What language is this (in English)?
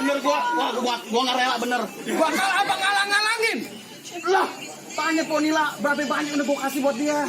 Betawi